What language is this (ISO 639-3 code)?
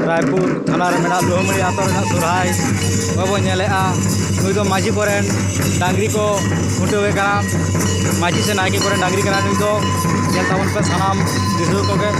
sat